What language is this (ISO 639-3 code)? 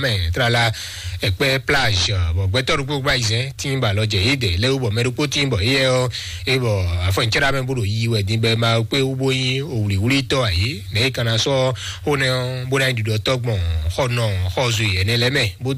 fon